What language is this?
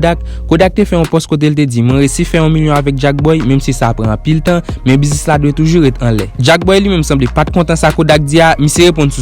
Haitian Creole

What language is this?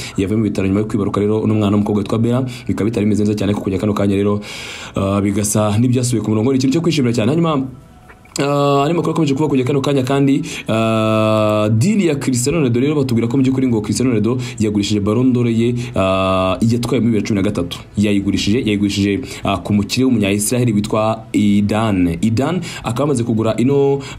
Kinyarwanda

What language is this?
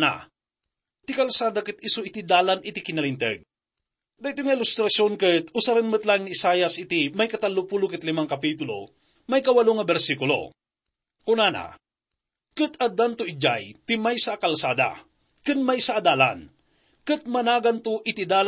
Iloko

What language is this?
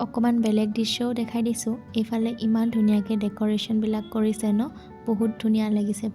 Assamese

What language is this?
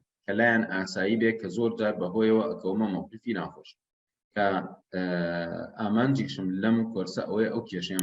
Central Kurdish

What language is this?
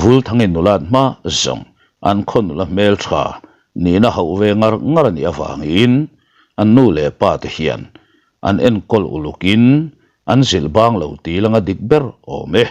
Mizo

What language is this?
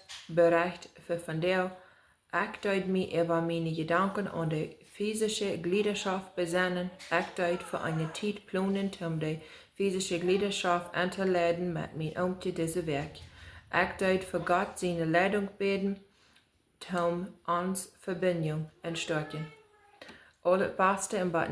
Plautdietsch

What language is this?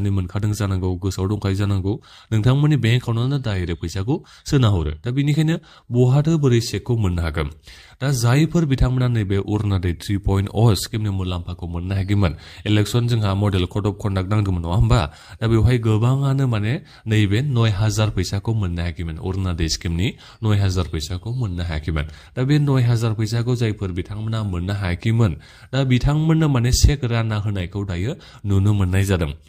Bodo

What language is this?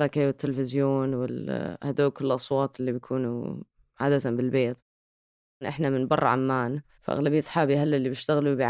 North Levantine Arabic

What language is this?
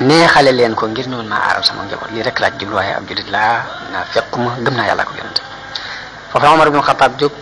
Wolof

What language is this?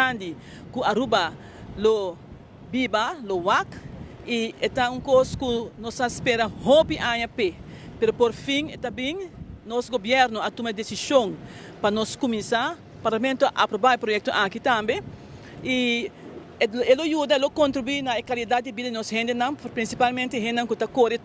Papiamento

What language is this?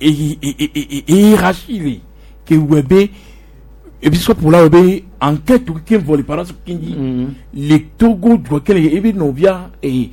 Gen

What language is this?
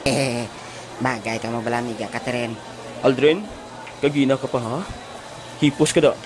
Hiligaynon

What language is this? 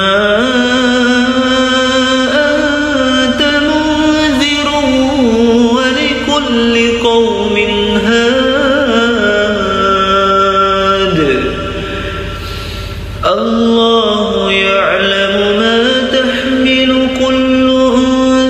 Arabic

